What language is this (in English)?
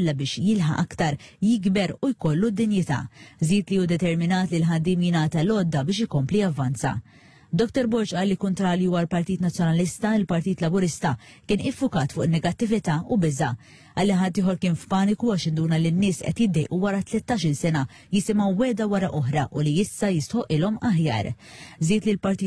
Maltese